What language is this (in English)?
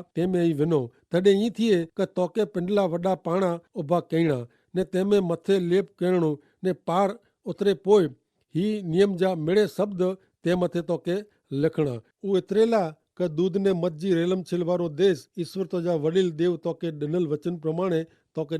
Kachhi